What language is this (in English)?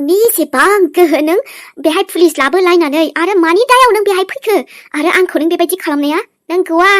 Bodo